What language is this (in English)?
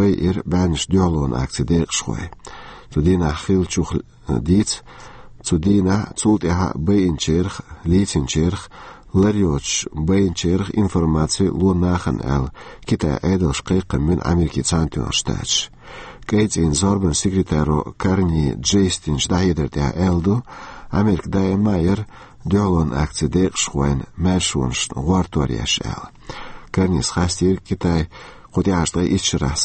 Chechen